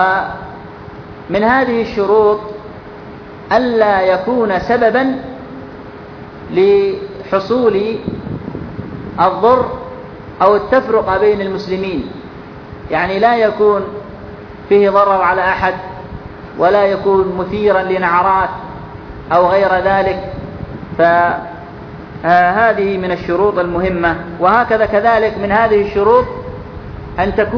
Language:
Arabic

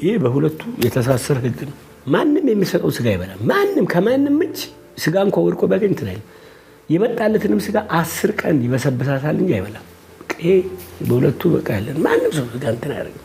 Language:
Amharic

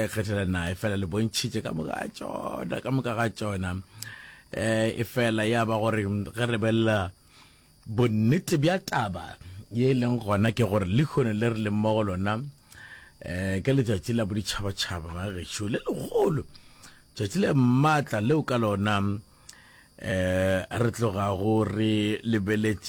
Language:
Northern Sotho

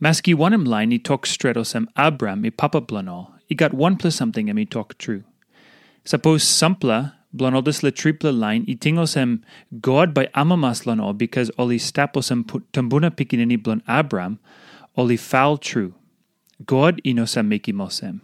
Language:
Tok Pisin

